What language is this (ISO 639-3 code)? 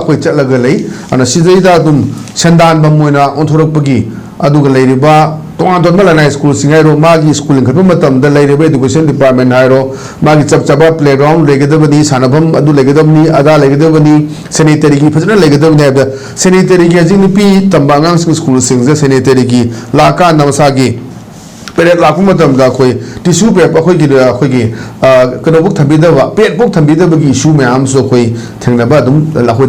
mni